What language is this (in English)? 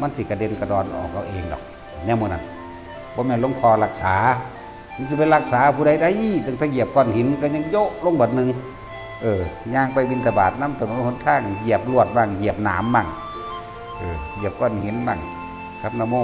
Northeastern Thai